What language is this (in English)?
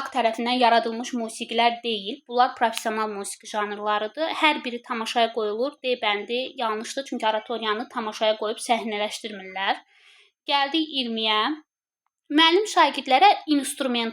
Azerbaijani